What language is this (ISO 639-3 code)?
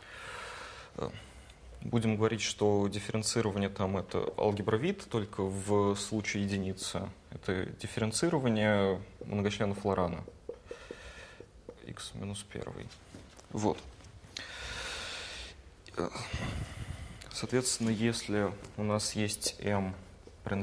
rus